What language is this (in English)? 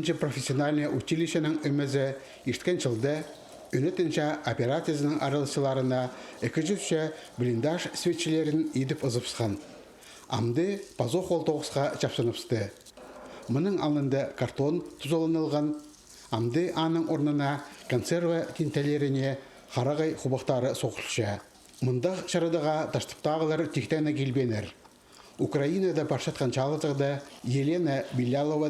Khakas